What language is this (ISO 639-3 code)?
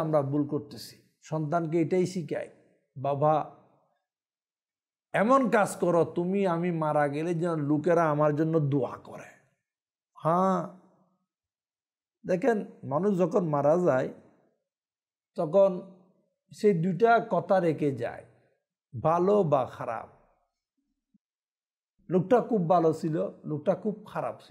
ben